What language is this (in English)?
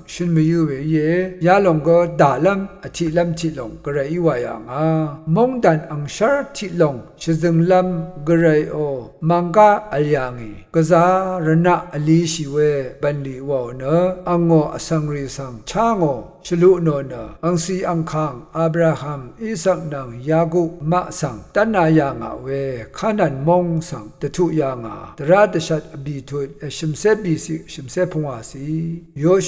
Rawang